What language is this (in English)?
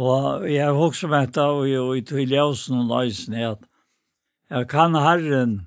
Faroese